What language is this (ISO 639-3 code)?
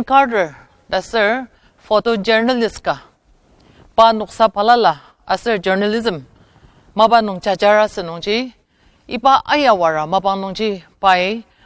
njo